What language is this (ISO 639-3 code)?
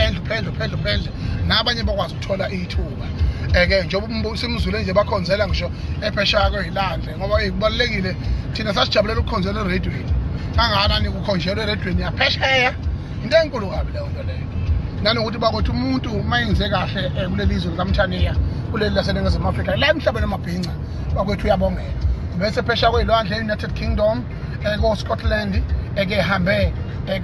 zul